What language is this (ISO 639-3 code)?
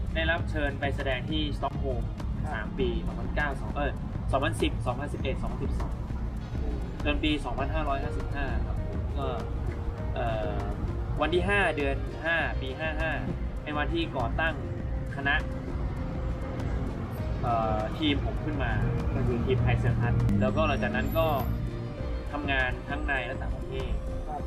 tha